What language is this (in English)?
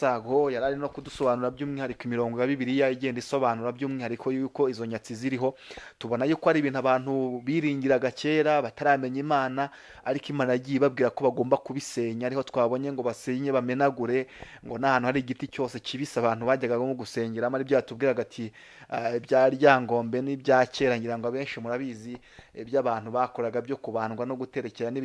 Kinyarwanda